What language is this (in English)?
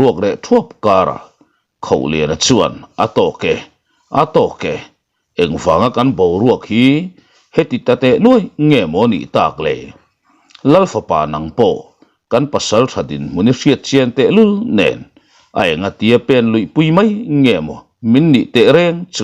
Mizo